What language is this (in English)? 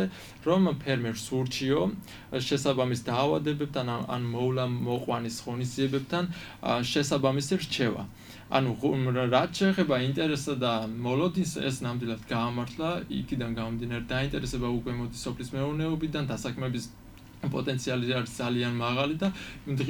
Georgian